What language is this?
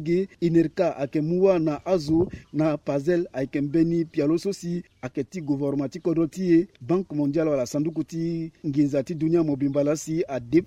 Sango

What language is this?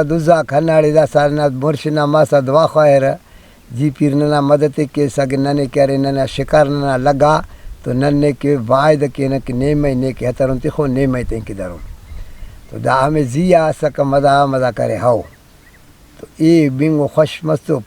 Brahui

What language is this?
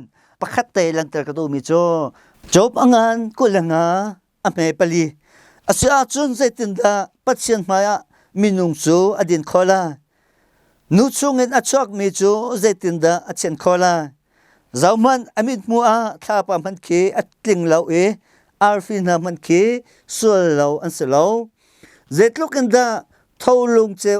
Hakha Chin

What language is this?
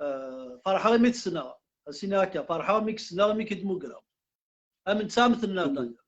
Kabyle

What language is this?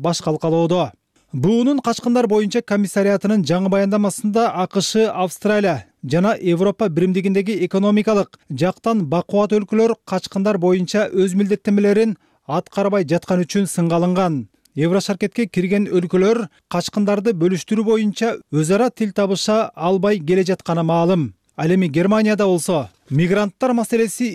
Kyrgyz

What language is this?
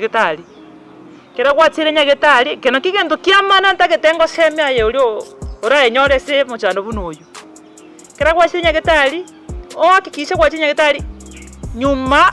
Gusii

